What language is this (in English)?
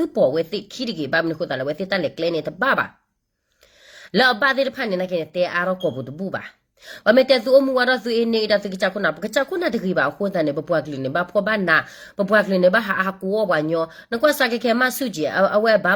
S'gaw Karen